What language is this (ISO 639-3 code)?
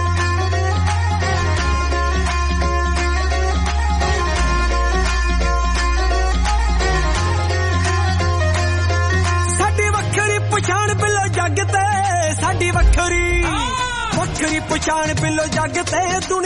pan